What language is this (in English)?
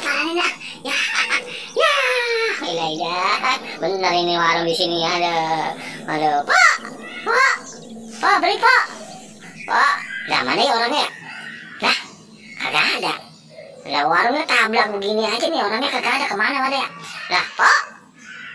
Betawi